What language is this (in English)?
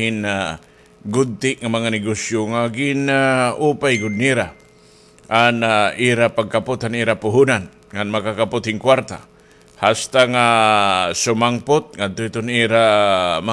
Waray